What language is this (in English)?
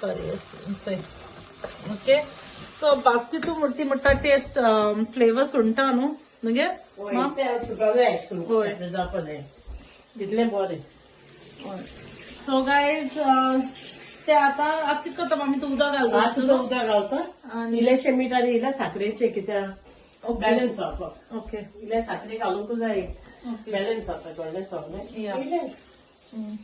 Konkani